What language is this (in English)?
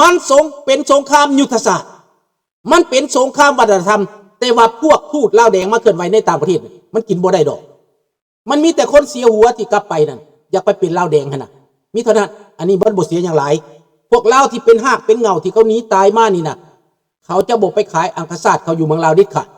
Lao